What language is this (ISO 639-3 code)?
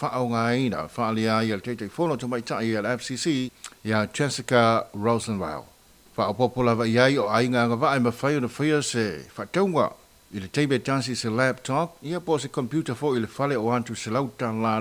smo